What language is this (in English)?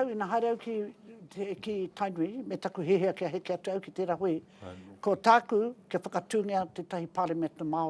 Māori